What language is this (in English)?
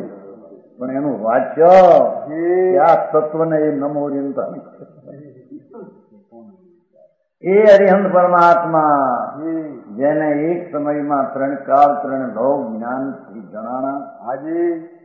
Gujarati